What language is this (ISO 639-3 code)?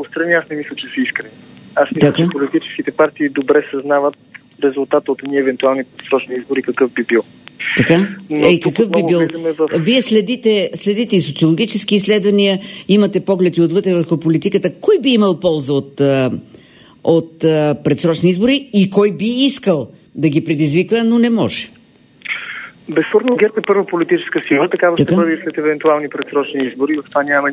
bul